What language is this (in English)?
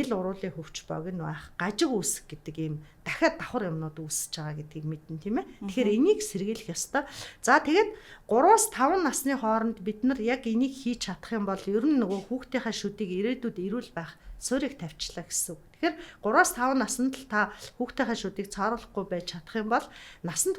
Mongolian